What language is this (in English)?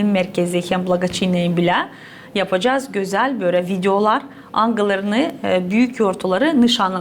Gagauz